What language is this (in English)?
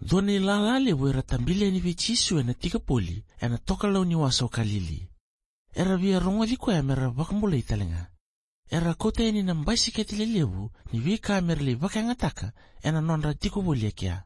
Fijian